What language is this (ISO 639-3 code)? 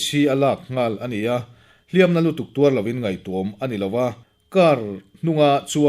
lus